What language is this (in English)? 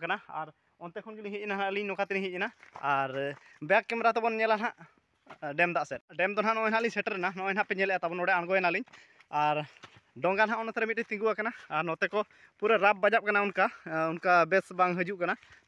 Santali